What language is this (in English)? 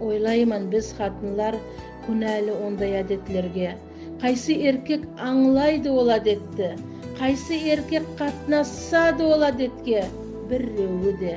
Nogai